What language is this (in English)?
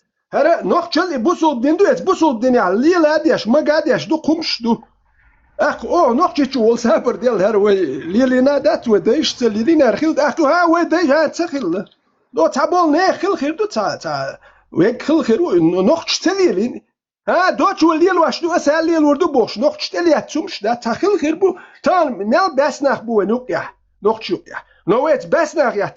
Chechen